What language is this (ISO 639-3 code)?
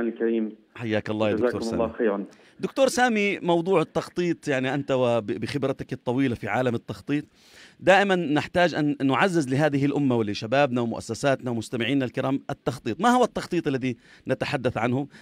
ajp